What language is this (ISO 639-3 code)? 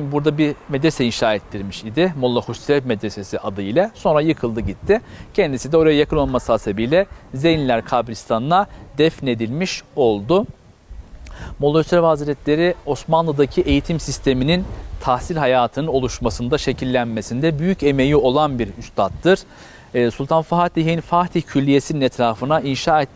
tur